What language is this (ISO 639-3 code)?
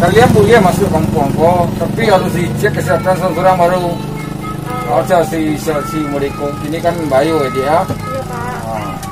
min